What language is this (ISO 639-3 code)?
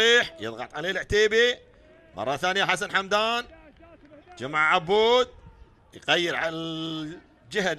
ara